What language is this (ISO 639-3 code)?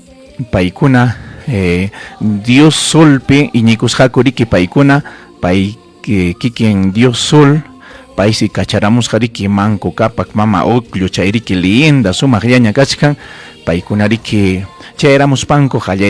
quy